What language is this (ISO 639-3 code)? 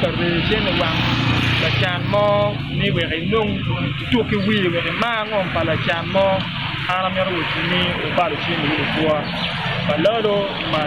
ach